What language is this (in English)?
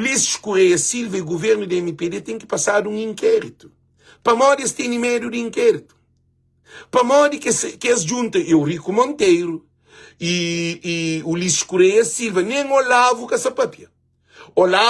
Kabuverdianu